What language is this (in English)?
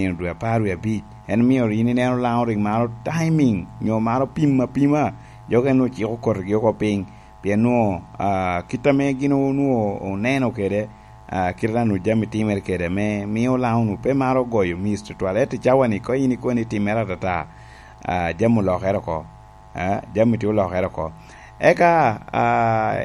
Lango (Uganda)